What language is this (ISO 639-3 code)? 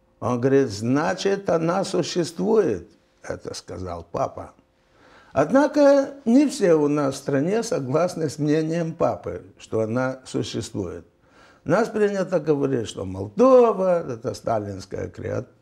rus